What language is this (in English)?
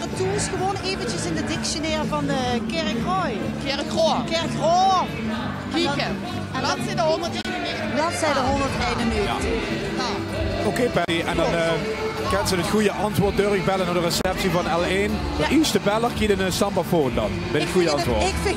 Limburgish